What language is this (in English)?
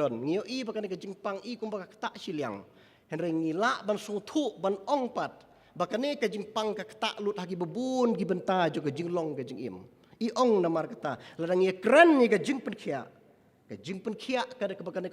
Khasi